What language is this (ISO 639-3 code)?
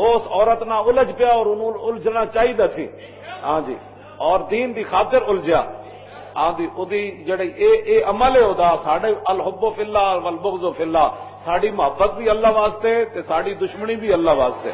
lah